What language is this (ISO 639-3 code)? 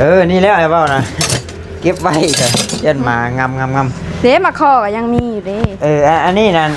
tts